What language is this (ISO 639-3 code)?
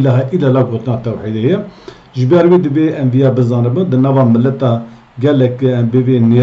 kur